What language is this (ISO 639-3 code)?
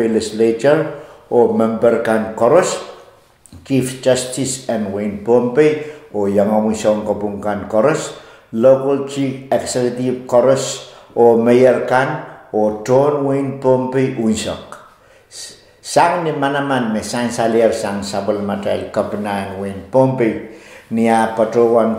pon